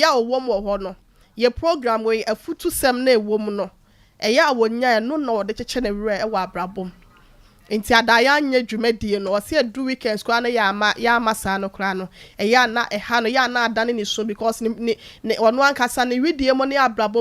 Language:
Akan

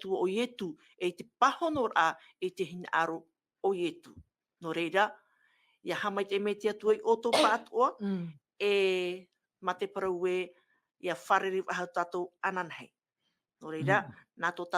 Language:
Tahitian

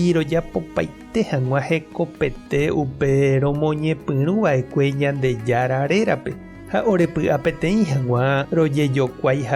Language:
Guarani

